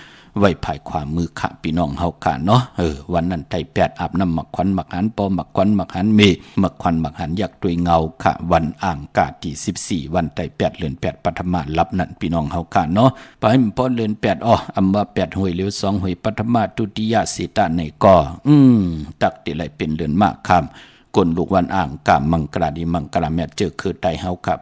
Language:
Shan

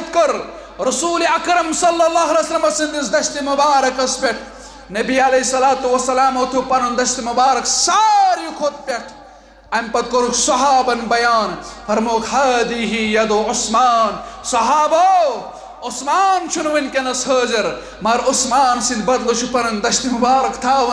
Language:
Kashmiri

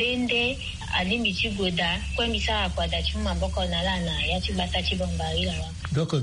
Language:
Sango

